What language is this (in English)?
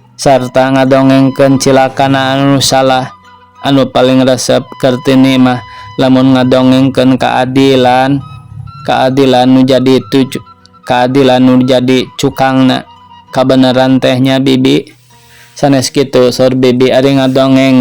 Sundanese